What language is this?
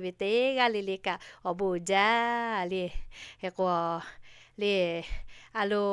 Lahu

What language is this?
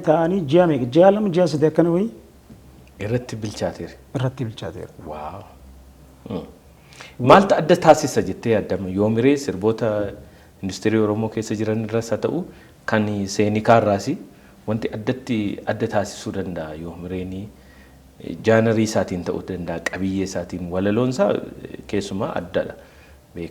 Oromo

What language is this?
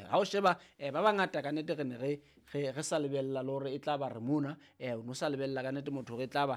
Southern Sotho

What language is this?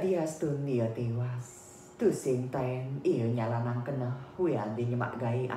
Balinese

